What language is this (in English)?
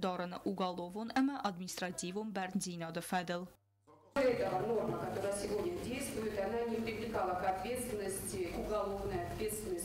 Ossetic